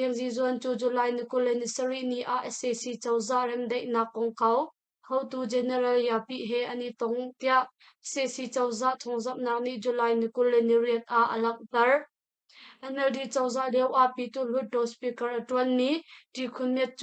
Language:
Hakha Chin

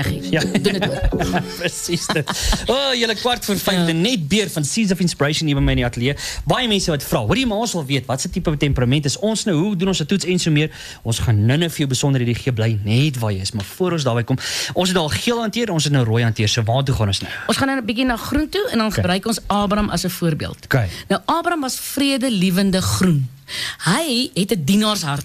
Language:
Afrikaans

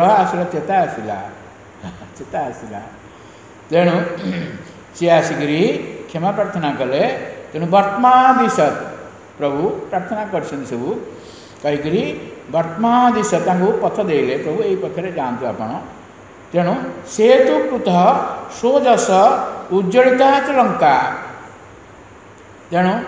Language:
Odia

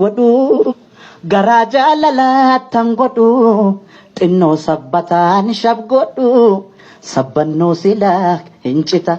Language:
Oromo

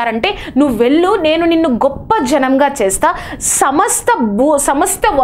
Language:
Telugu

